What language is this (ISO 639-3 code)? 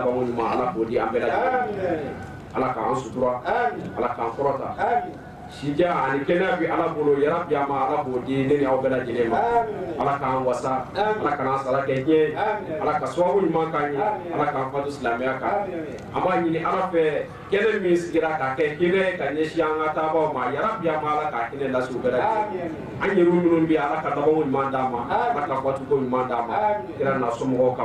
bam